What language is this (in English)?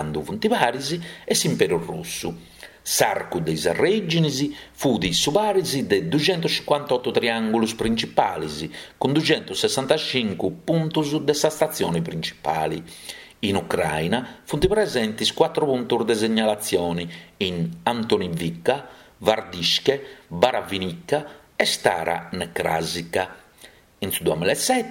Sardinian